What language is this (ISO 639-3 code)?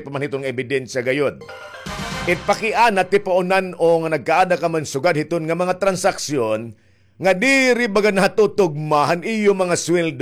war